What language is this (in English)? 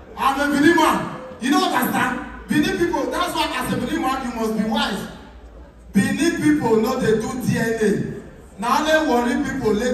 Nigerian Pidgin